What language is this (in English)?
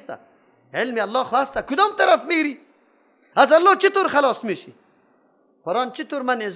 Persian